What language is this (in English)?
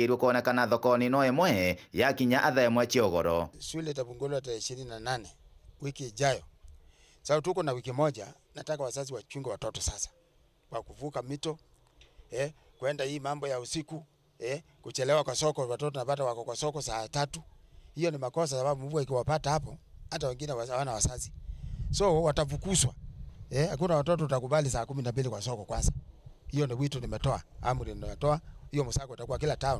Meru